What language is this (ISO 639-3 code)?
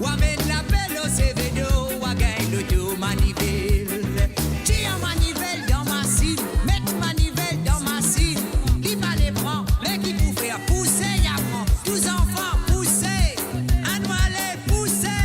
mfe